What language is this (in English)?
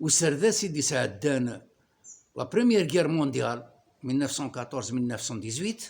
Kabyle